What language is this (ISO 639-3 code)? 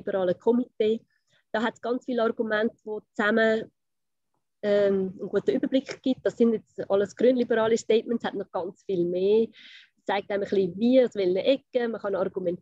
deu